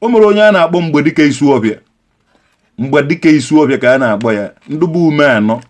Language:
Igbo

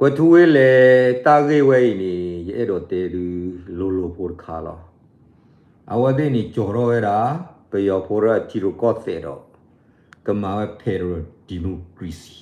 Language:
S'gaw Karen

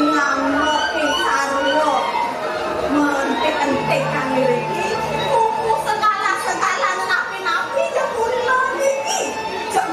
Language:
Balinese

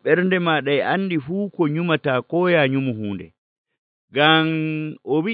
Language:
Nigerian Fulfulde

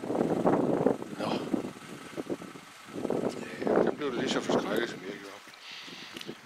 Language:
Danish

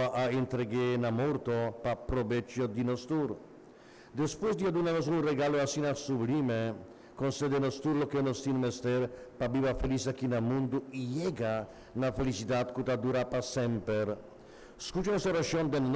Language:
Papiamento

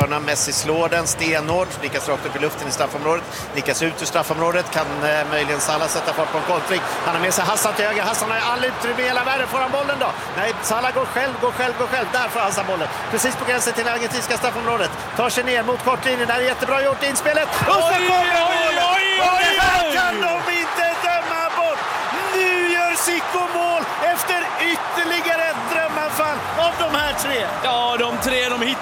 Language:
Swedish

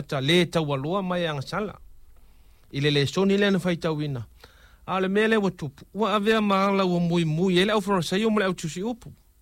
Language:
Samoan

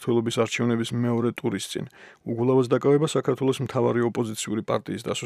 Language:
Georgian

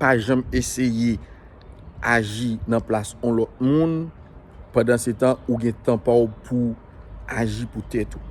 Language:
Haitian Creole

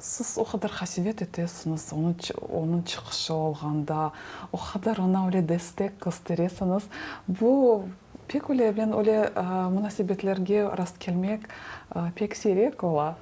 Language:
Crimean Tatar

